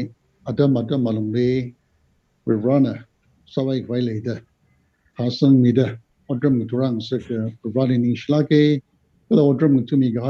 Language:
Tangkhul Naga (India)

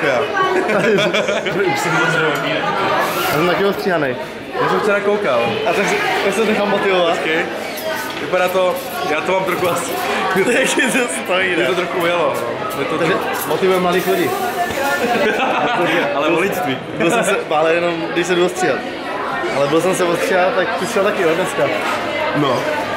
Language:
Czech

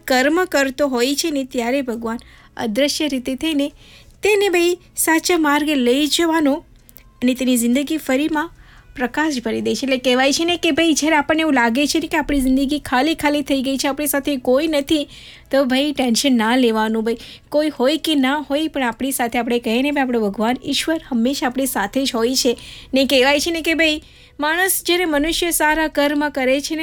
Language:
Gujarati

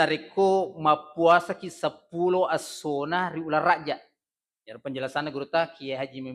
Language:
Buginese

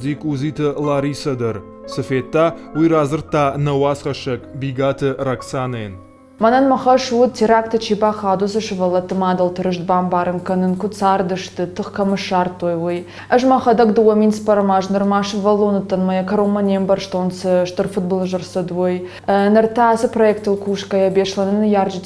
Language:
Ossetic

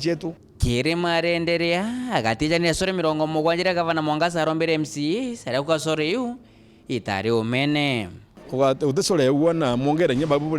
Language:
Meru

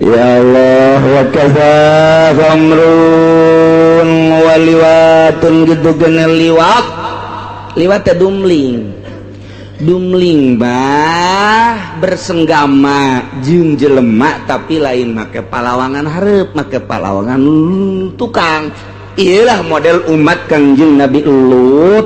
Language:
Sundanese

